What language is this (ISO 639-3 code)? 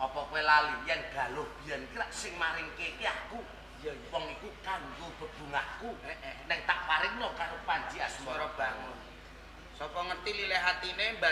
jav